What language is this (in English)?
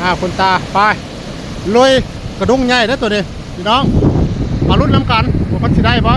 Northeastern Thai